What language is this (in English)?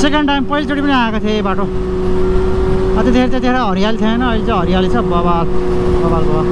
Nepali